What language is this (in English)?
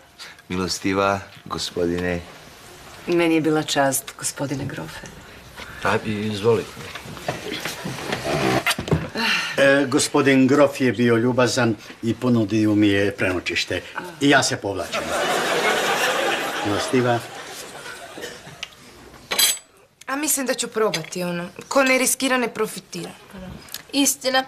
Croatian